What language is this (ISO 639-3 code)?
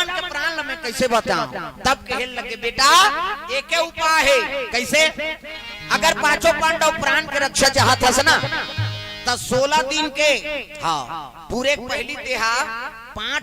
hne